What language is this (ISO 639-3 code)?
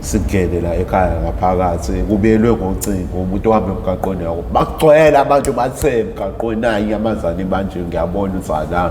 zul